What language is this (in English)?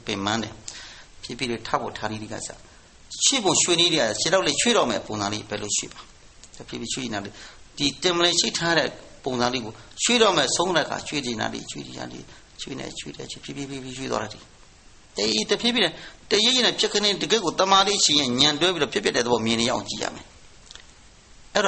Burmese